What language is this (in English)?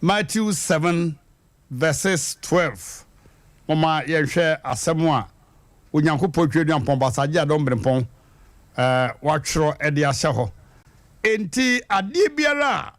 Akan